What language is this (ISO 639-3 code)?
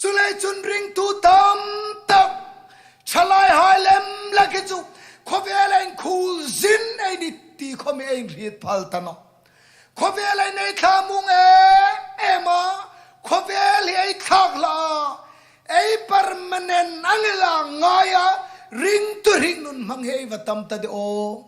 hmr